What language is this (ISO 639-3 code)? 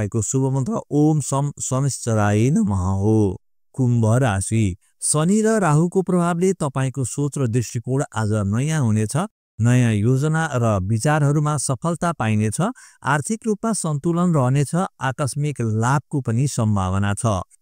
nep